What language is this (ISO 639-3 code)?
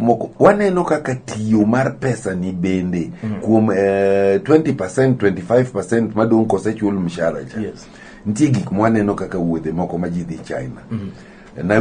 luo